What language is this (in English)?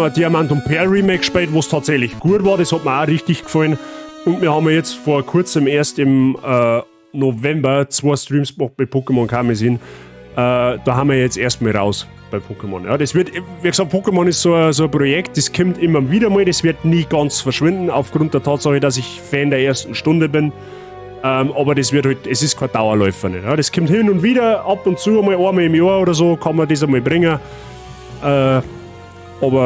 Bavarian